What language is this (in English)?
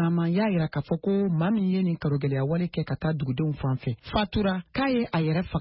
Bambara